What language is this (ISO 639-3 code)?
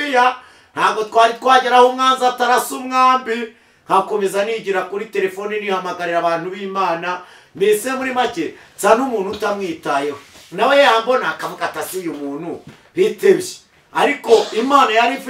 kin